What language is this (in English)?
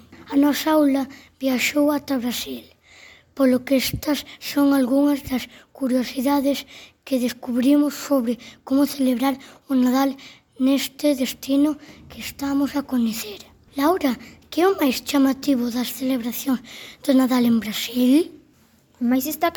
Galician